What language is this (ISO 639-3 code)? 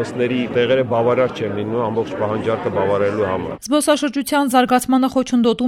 hye